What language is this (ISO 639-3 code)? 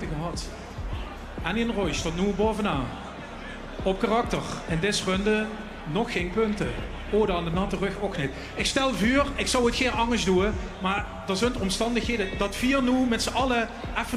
lim